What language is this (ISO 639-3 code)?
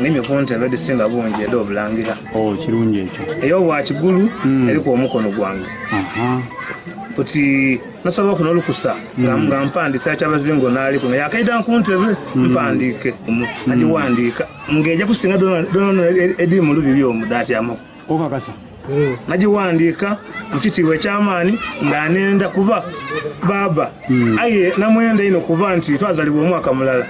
xog